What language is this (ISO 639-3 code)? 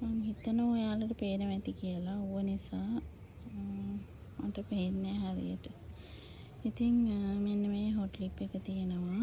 sin